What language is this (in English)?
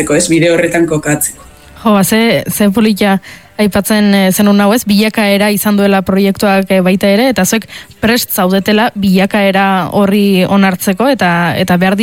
Basque